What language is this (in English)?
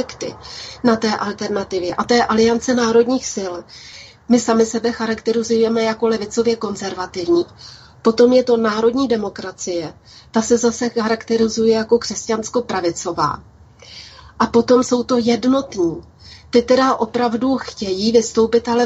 Czech